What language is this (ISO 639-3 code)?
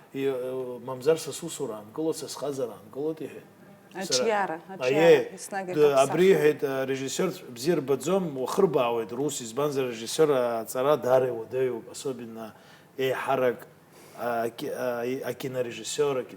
abk